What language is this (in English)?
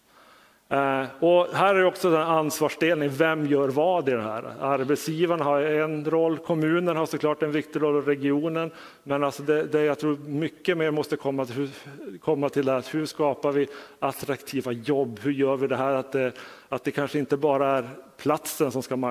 Swedish